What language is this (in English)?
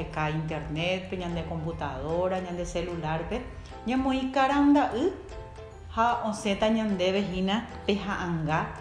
Guarani